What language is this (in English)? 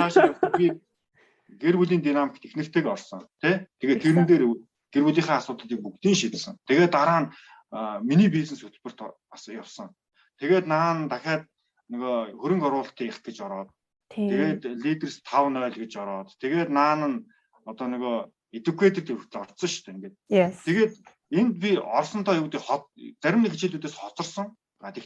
Mongolian